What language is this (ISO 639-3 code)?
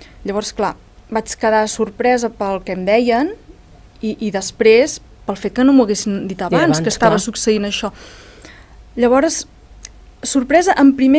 cat